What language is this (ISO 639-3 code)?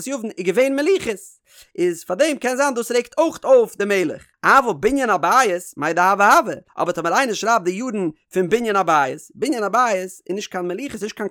yid